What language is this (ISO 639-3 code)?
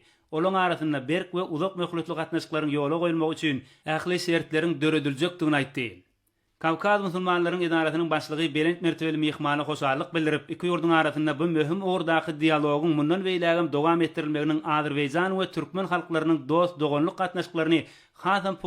tuk